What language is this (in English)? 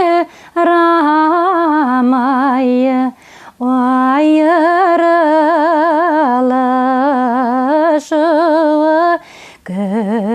Bashkir